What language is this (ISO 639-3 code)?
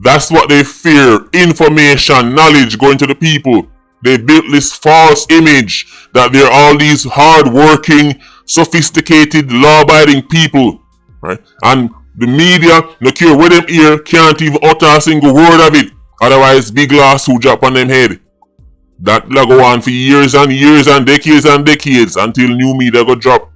jam